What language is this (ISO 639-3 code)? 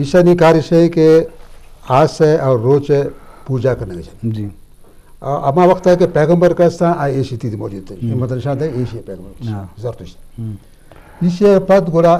bgp